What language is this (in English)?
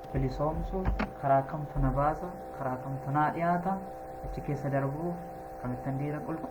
Oromo